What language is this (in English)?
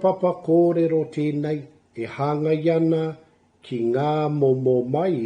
Māori